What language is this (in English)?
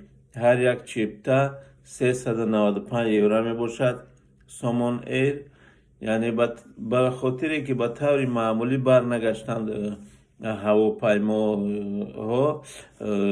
Tajik